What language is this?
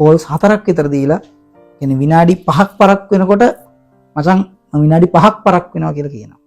Sinhala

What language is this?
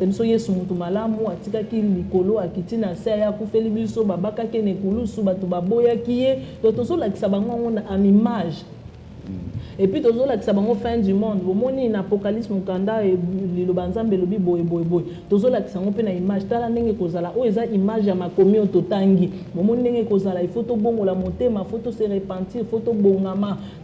Lingala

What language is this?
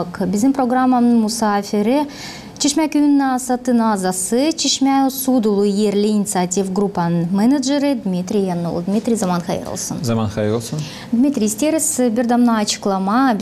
Gagauz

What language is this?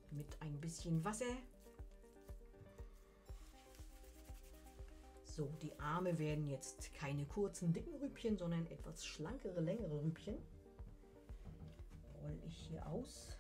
German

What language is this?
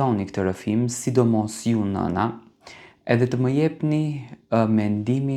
Albanian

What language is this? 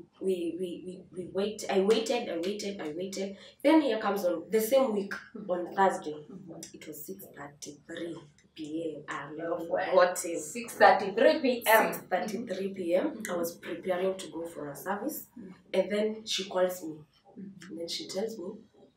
English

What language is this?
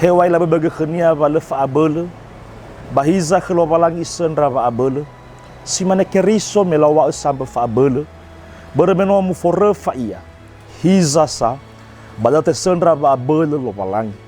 Nias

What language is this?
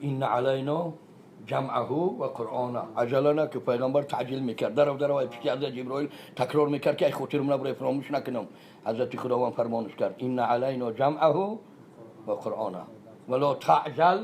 Tajik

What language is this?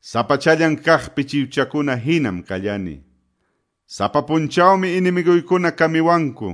Quechua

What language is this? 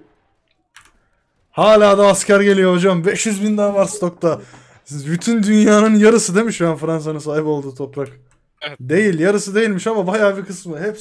Turkish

